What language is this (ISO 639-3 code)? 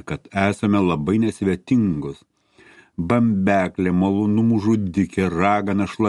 lit